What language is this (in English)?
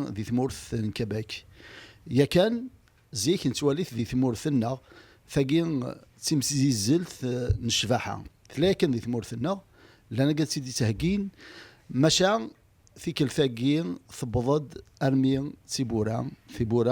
Kabyle